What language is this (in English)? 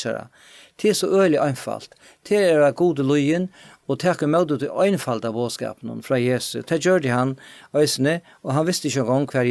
Faroese